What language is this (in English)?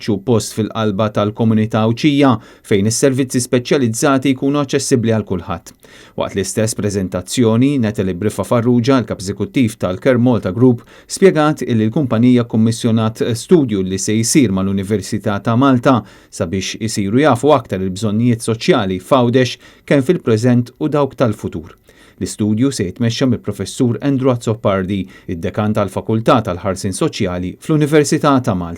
Maltese